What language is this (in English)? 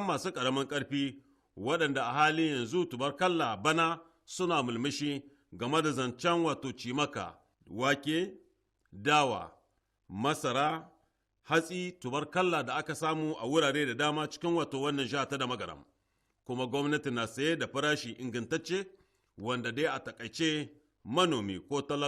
Hausa